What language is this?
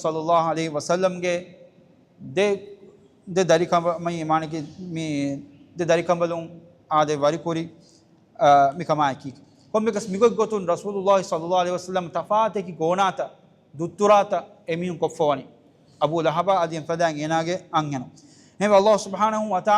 Divehi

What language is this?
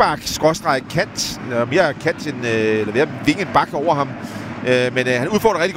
Danish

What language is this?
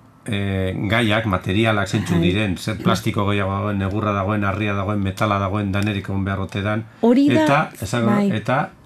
Basque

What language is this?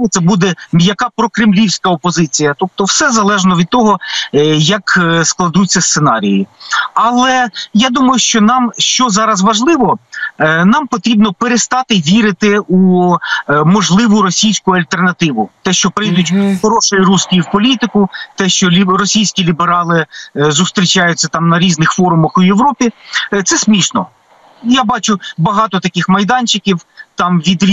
Ukrainian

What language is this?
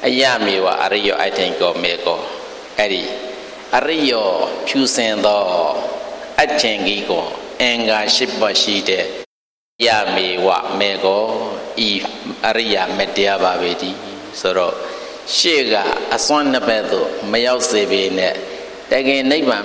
Burmese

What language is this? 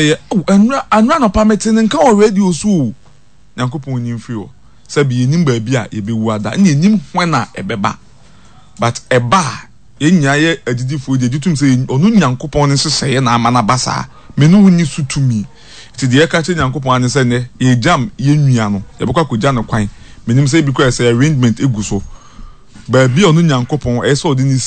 Akan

